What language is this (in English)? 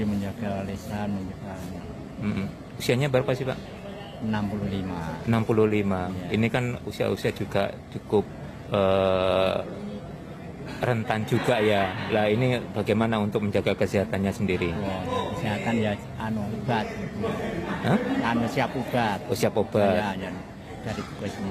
Indonesian